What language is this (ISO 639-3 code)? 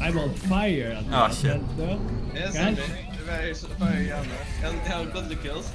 fao